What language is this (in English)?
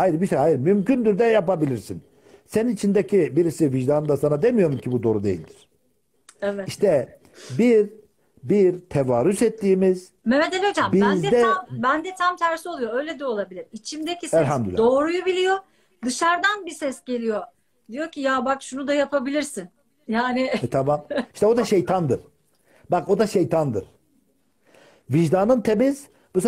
Turkish